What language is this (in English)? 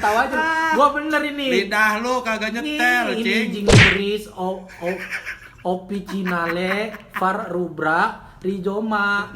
Betawi